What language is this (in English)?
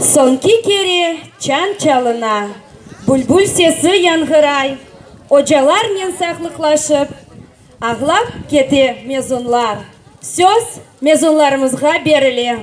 Crimean Tatar